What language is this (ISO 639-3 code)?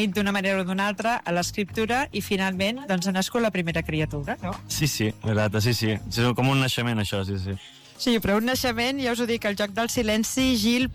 cat